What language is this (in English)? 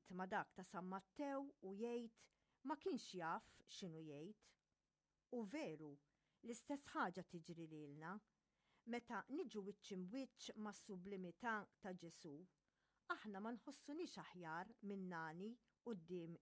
Maltese